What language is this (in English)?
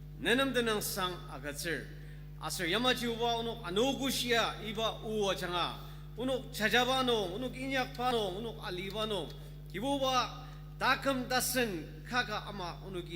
Ao Naga